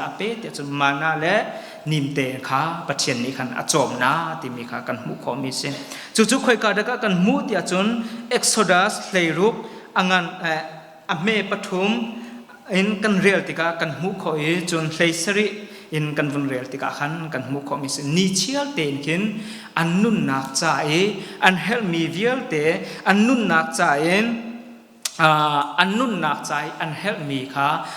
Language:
Hakha Chin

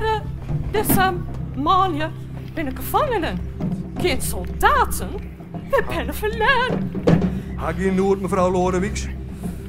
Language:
Western Frisian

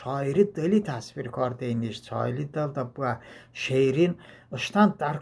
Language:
Talysh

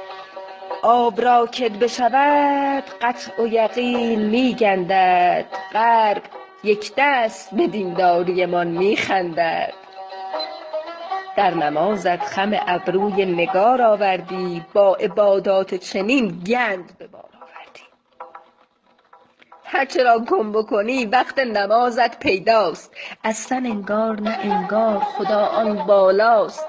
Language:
Persian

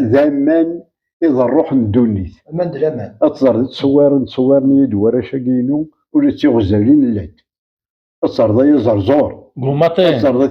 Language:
Kabyle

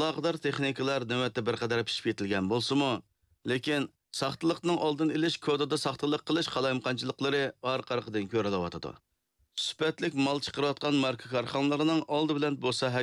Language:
Uyghur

